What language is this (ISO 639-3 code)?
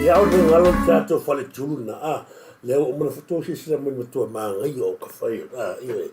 smo